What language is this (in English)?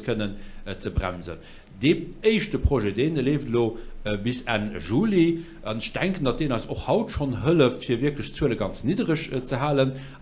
Luxembourgish